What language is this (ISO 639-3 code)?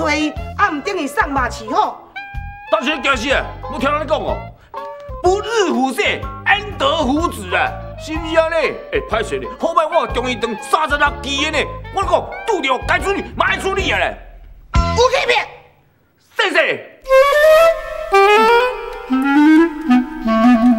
nan